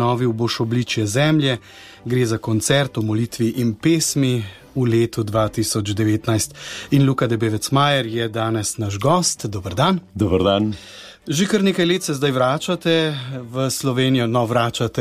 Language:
Slovenian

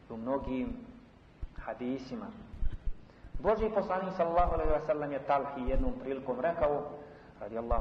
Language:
Bosnian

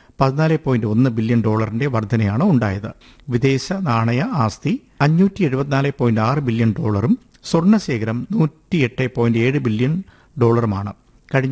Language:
Malayalam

